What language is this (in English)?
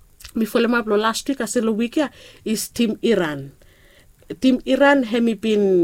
Bislama